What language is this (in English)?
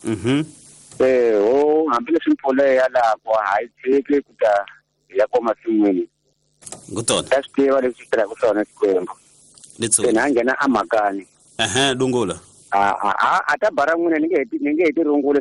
Tsonga